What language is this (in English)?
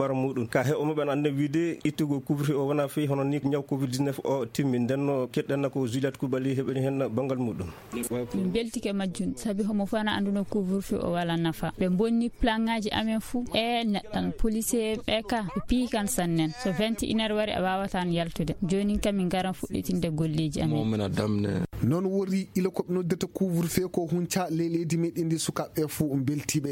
Fula